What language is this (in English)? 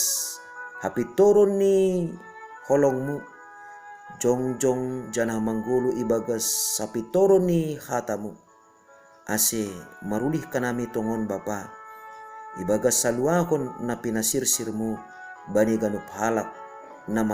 Batak Simalungun